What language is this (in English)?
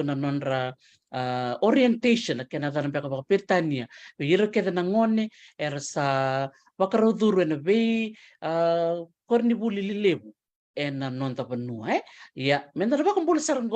Fijian